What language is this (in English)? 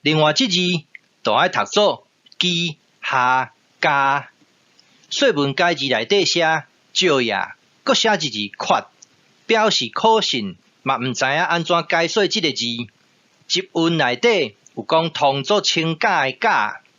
Min Nan Chinese